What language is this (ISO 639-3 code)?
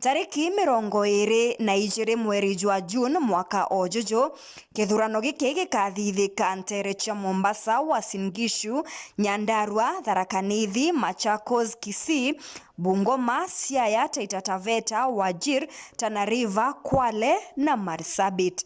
mer